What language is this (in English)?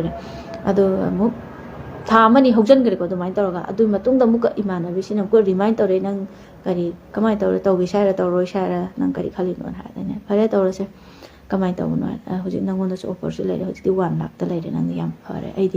Manipuri